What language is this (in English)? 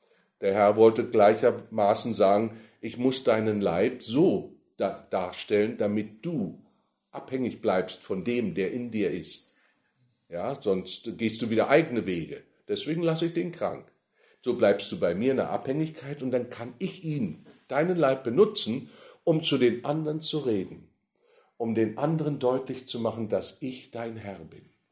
German